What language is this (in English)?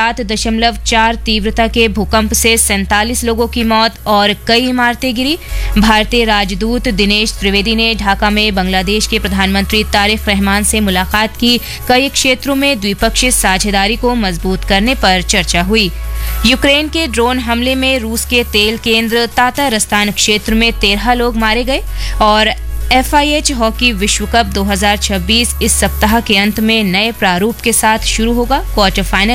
Hindi